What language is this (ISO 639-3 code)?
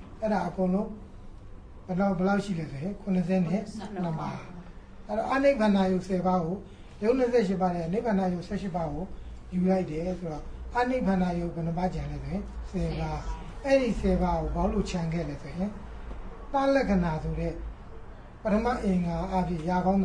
mya